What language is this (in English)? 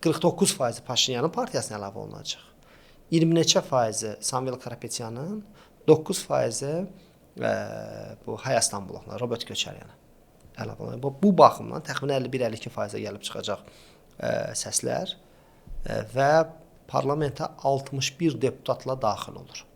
Azerbaijani